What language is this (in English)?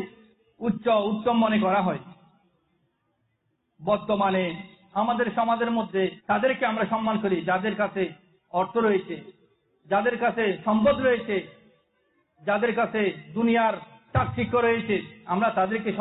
Bangla